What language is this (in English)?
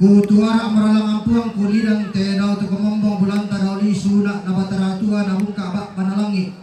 Toraja-Sa'dan